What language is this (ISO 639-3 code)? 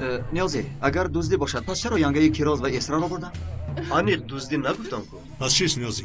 tgk